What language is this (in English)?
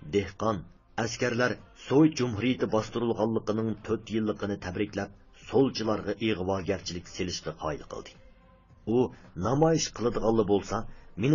Uyghur